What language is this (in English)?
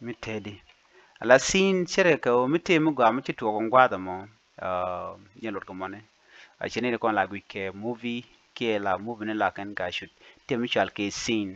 Nuer